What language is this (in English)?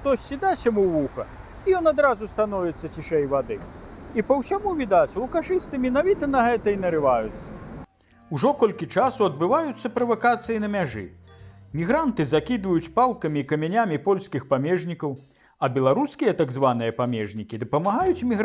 Belarusian